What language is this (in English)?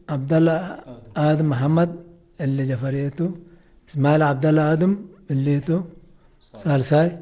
Tigre